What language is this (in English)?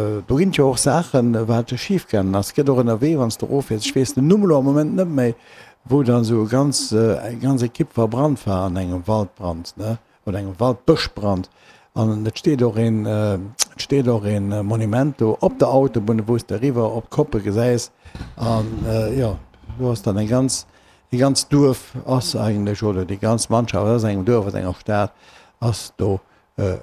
Luxembourgish